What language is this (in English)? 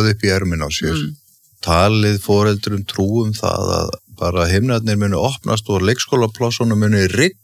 Icelandic